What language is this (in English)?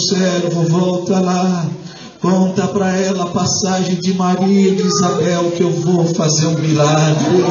Portuguese